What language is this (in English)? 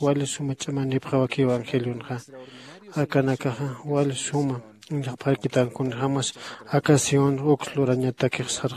Aymara